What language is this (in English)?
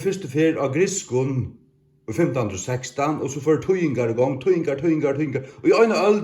Faroese